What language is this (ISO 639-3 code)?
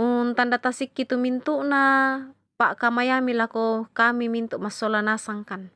sda